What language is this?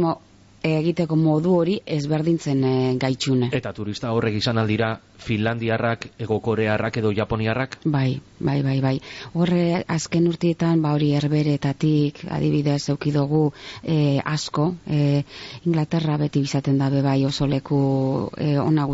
Basque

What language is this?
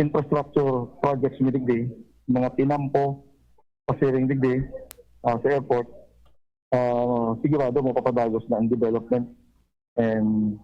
Bikol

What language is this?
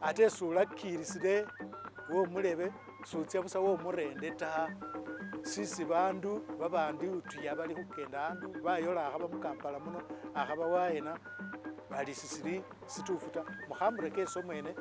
Masaaba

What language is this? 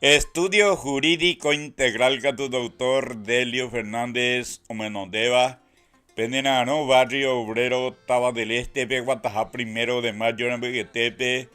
Guarani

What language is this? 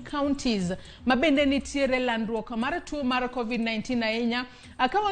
Luo (Kenya and Tanzania)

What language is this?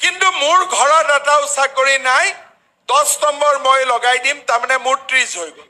Assamese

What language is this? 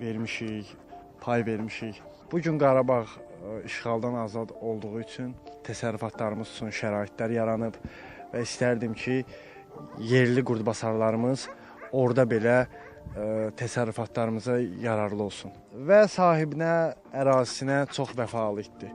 Azerbaijani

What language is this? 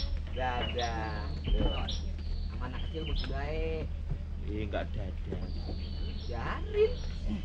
Betawi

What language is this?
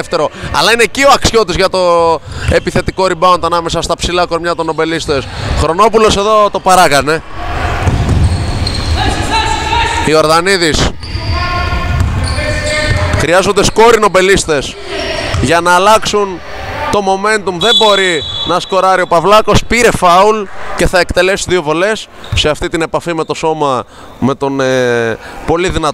Greek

